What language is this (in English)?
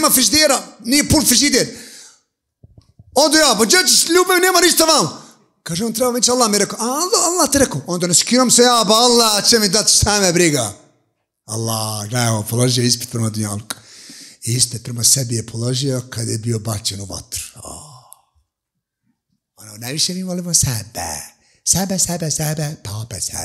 Bosnian